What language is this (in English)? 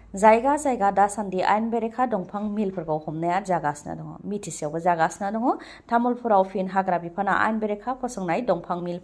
Bodo